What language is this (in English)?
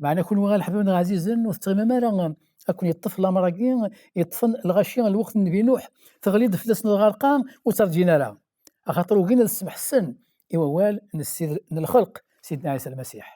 Kabyle